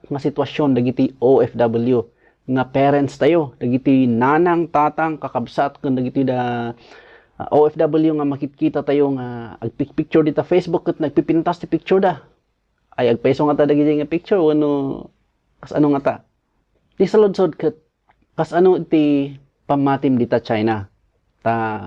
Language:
Iloko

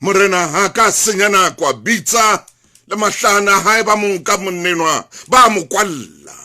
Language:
Southern Sotho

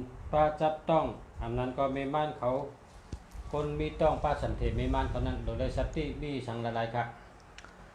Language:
Shan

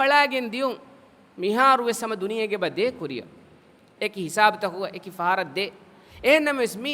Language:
Divehi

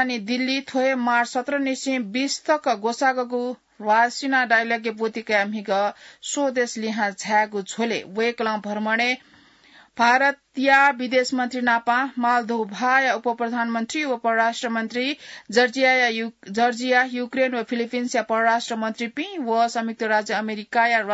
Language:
Newari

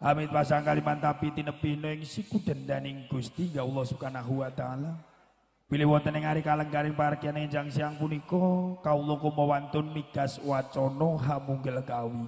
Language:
Javanese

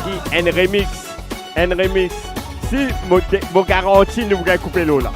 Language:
Morisyen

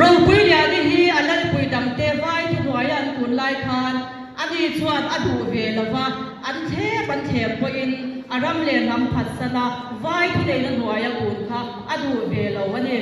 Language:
Mizo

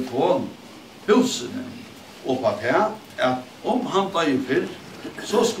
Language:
Faroese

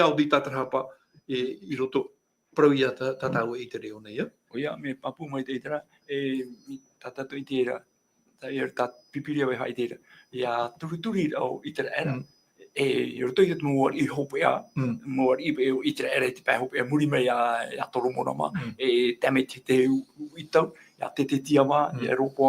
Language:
Tahitian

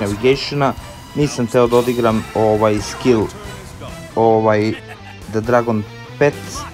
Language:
Serbian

